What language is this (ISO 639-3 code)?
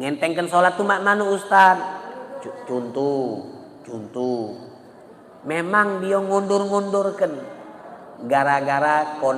mui